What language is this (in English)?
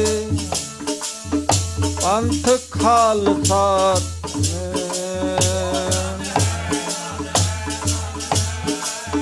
Punjabi